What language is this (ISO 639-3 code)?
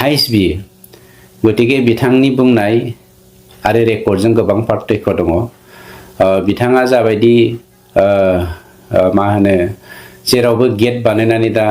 brx